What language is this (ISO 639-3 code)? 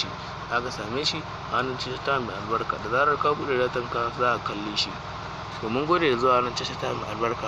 hau